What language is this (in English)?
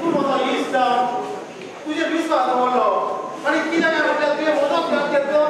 Konkani